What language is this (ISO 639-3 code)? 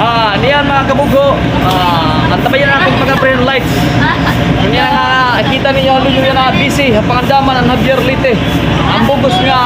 war